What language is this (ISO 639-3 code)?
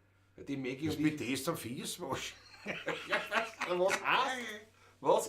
bar